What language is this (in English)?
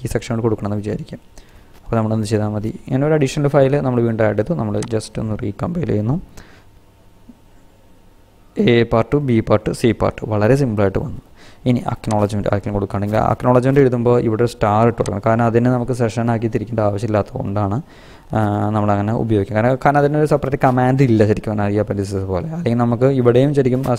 Malayalam